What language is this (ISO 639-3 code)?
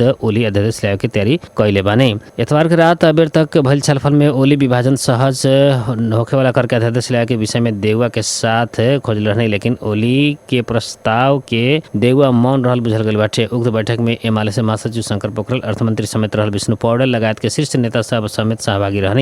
bho